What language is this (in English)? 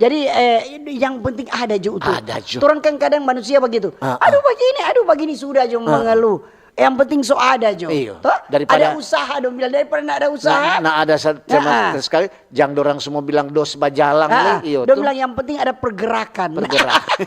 Manado Malay